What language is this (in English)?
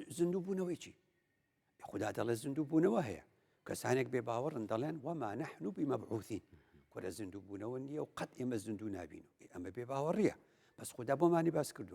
Central Kurdish